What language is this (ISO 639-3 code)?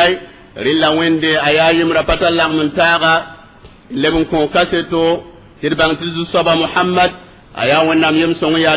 mos